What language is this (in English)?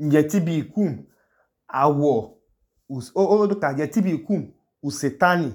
Idoma